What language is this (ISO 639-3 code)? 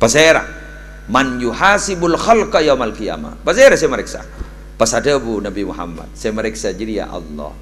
mad